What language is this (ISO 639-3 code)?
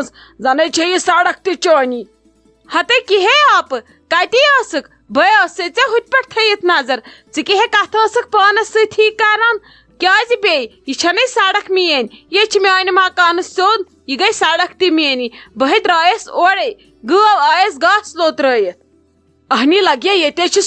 kas